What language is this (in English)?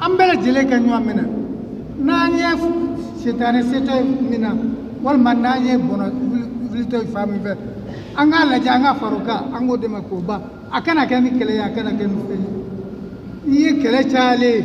Bambara